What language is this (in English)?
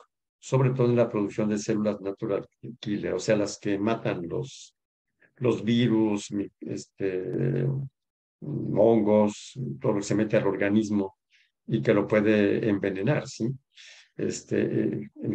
Spanish